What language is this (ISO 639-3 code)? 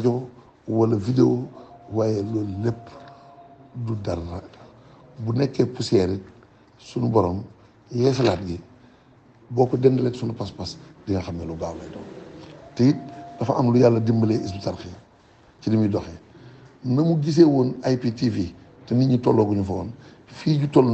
wol